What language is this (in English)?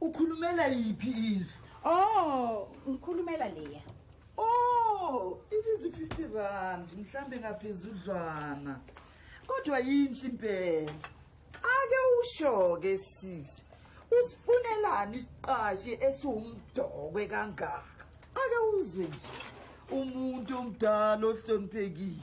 Zulu